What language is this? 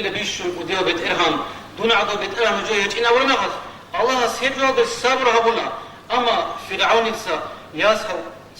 Avaric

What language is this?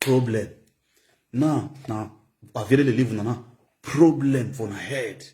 Nigerian Pidgin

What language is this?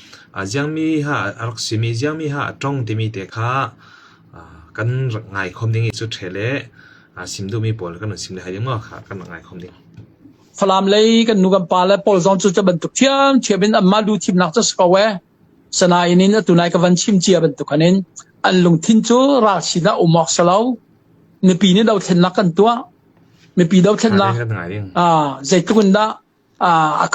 Falam Chin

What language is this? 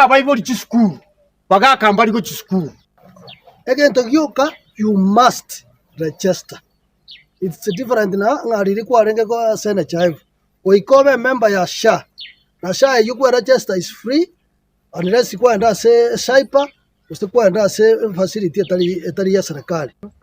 Gusii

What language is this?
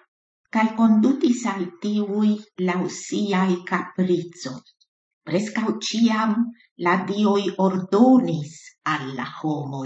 Esperanto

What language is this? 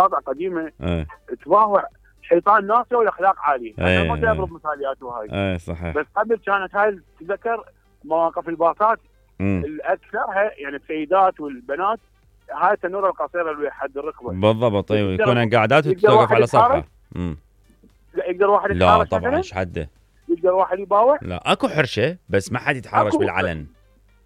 Mesopotamian Arabic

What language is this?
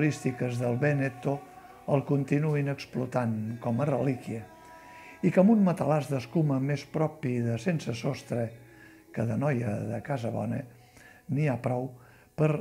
Catalan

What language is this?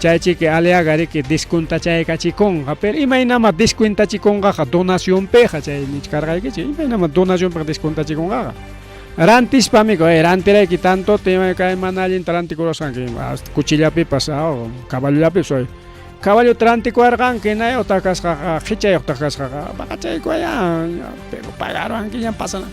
Ayacucho Quechua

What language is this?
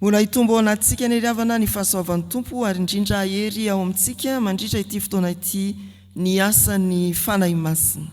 Malagasy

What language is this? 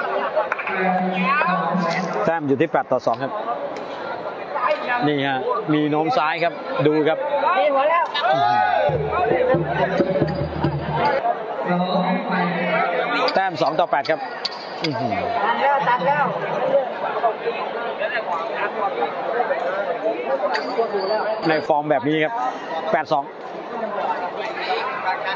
Thai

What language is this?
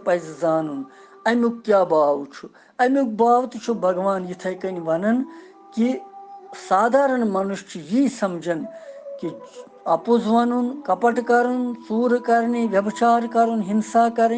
Kashmiri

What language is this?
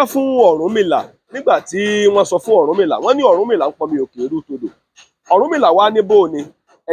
Yoruba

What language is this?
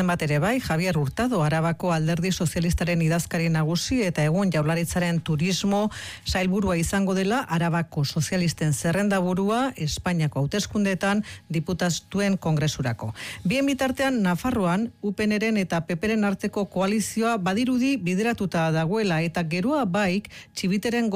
Basque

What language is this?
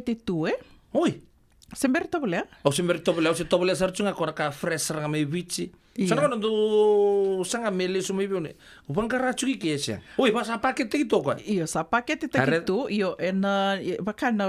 Fijian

